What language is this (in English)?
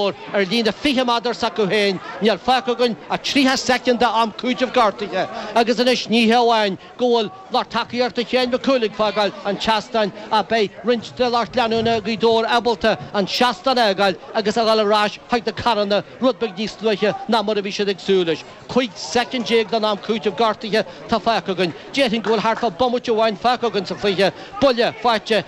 Irish